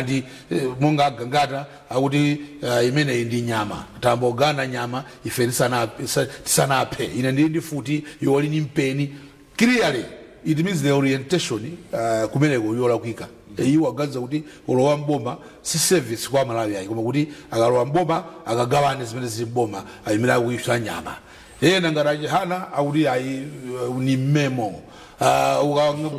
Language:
Nyanja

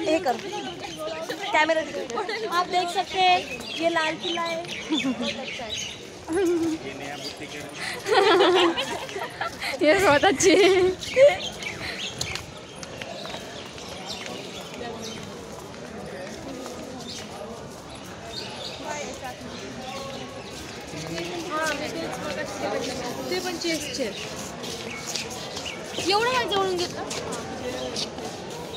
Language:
Marathi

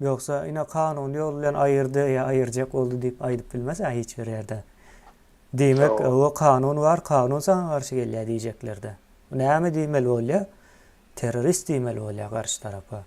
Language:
Turkmen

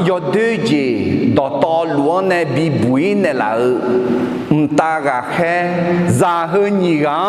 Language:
Akha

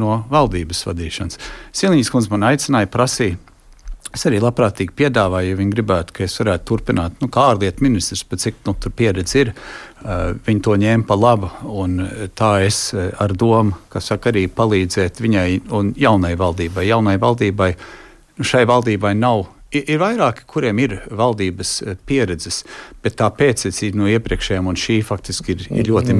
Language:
Latvian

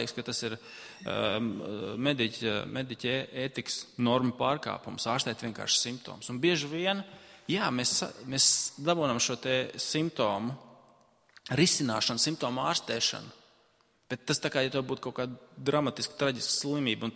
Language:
Latvian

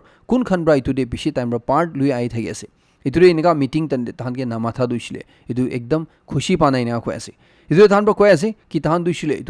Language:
Naga Pidgin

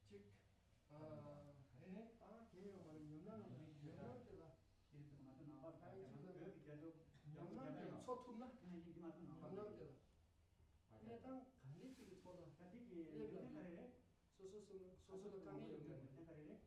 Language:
Tibetan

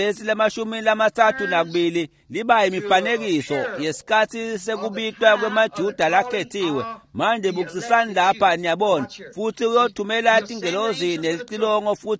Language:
Swati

